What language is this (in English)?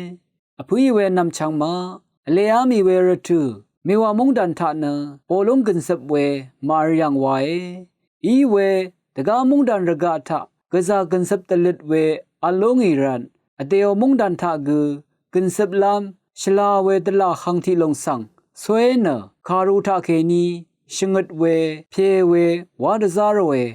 Rawang